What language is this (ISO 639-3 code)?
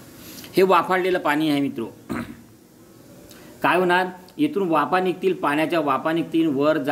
mar